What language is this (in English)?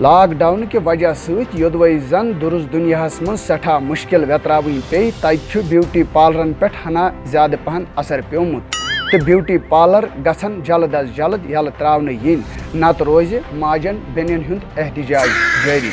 Kashmiri